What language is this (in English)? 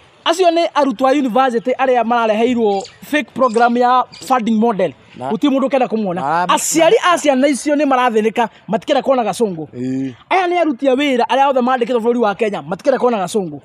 Kikuyu